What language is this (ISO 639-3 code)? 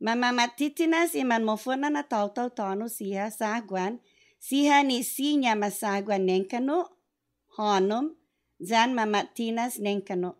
cha